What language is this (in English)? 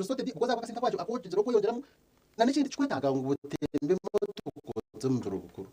Nyankole